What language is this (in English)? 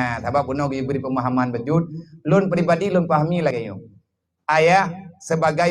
Achinese